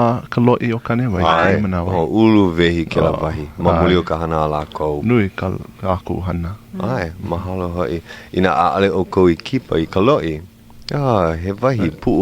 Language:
Hawaiian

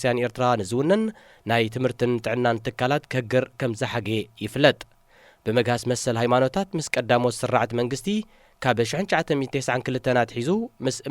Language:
Tigrinya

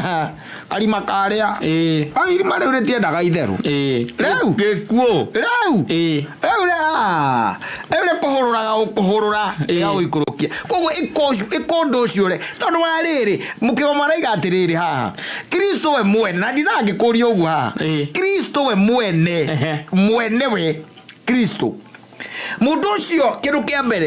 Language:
Kikuyu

